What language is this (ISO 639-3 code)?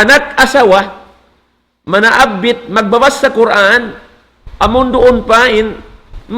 tsg